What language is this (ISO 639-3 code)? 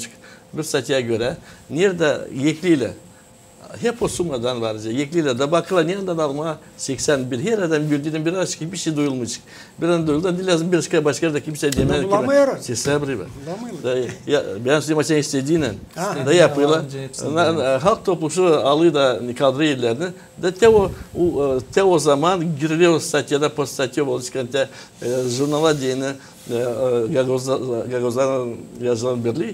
gag